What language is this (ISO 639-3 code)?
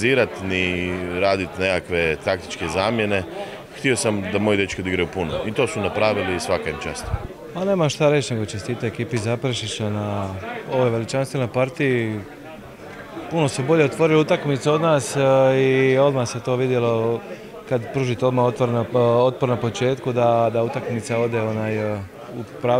hrv